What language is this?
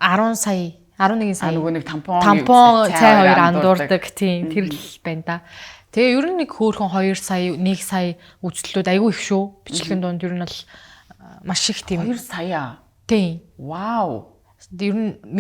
Mongolian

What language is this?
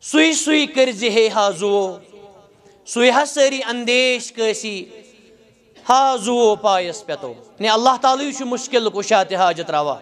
Kashmiri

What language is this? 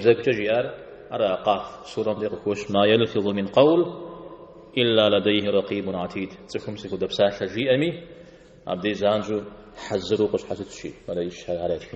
Kabardian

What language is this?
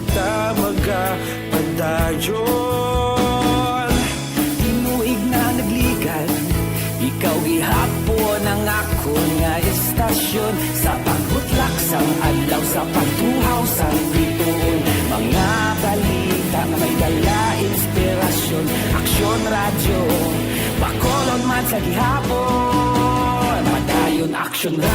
Hiligaynon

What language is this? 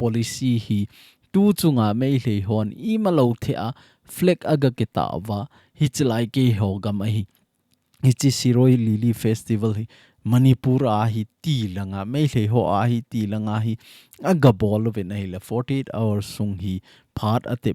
Thado Chin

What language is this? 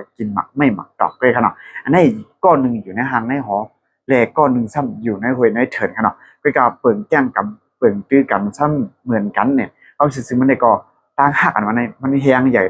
Shan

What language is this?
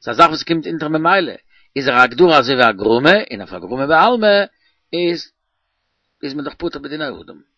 Yiddish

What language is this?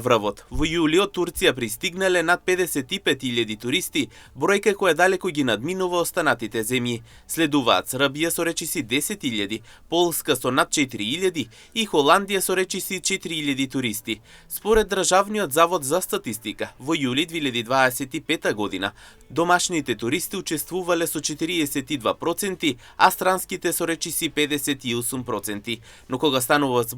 Macedonian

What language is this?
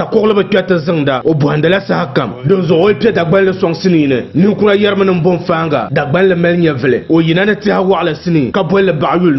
Dagbani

